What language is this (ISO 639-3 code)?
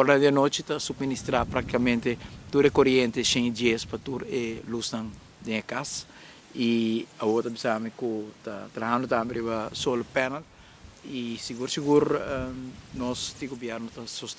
pap